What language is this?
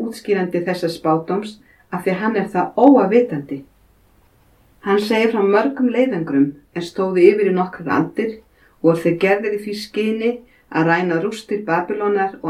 Icelandic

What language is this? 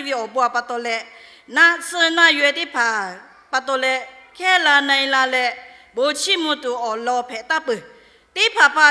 Lahu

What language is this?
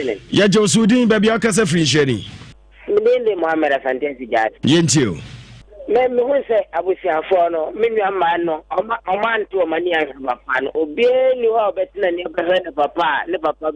Akan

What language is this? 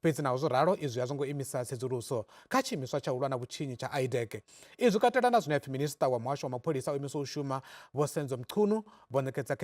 Venda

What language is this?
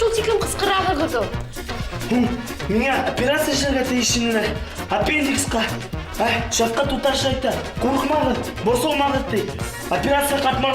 Bashkir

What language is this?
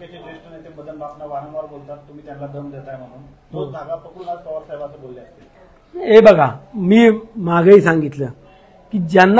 Marathi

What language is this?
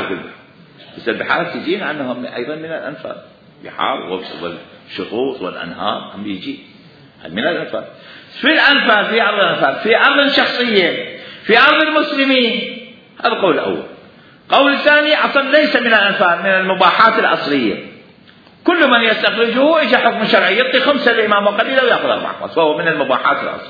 Mesopotamian Arabic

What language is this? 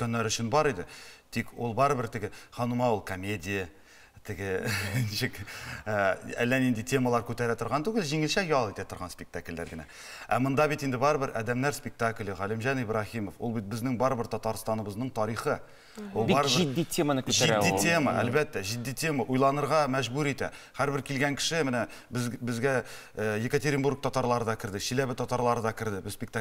Tatar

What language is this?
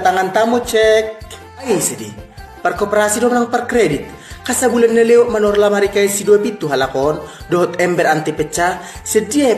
Batak Toba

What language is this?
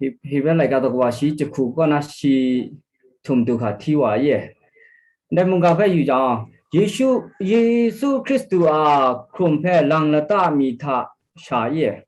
Kachin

